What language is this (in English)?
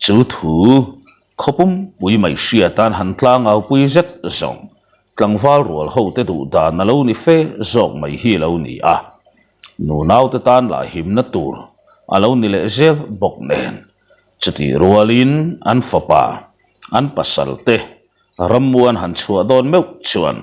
Mizo